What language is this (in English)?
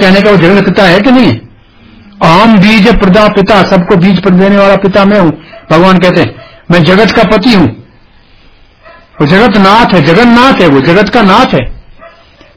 Hindi